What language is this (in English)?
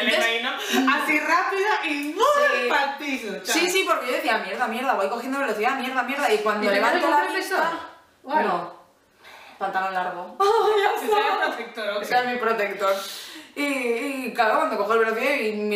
Spanish